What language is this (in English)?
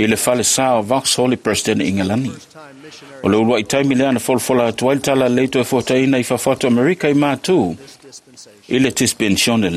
Samoan